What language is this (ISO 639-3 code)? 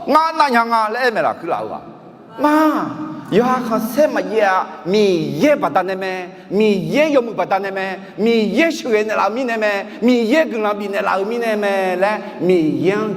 ahk